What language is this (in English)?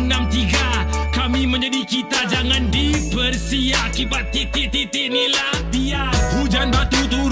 Malay